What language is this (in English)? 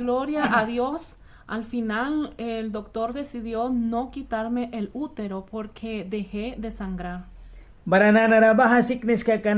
Mískito